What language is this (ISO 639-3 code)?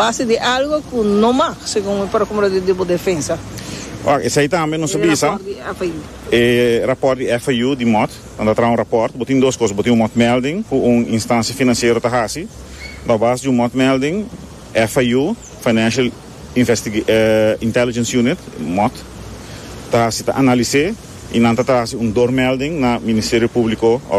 pap